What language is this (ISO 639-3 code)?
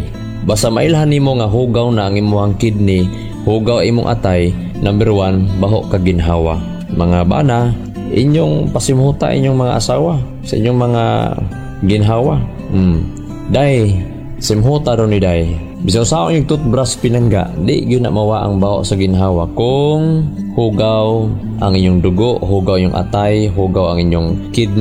ceb